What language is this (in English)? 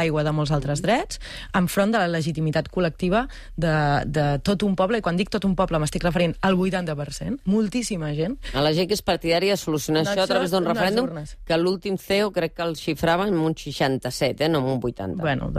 Catalan